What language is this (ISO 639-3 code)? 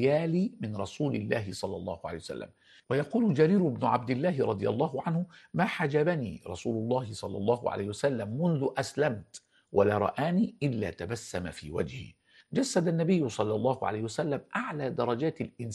ara